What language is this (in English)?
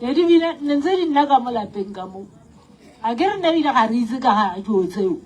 Northern Sotho